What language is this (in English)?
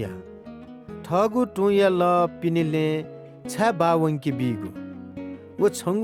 Newari